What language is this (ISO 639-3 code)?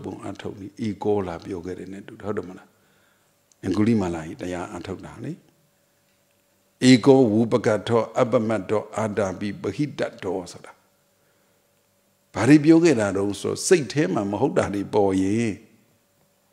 mya